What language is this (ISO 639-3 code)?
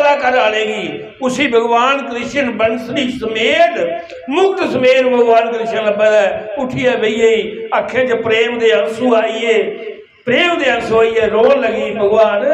doi